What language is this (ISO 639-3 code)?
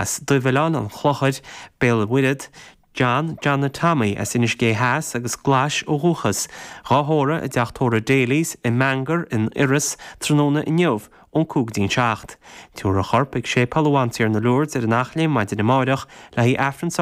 gle